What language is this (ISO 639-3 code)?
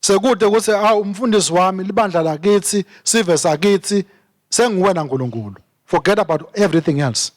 ssw